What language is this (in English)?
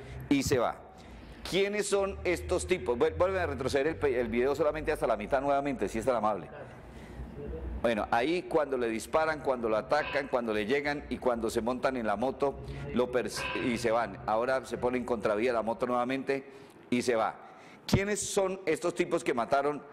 Spanish